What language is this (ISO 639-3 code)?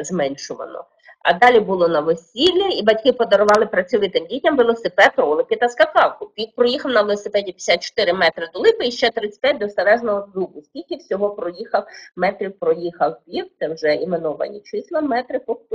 ukr